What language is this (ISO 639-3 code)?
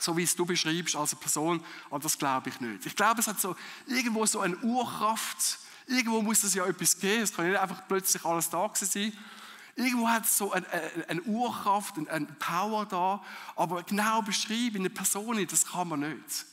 gsw